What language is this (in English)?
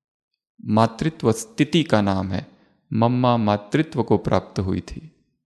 Hindi